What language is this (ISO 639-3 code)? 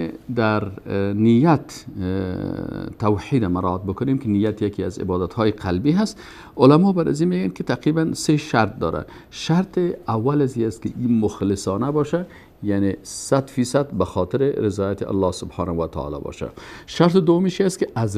fas